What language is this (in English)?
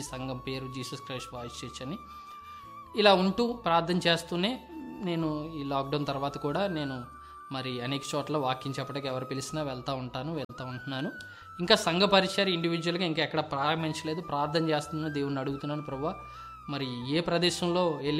Telugu